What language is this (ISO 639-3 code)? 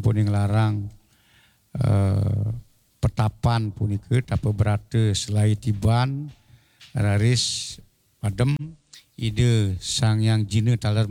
ban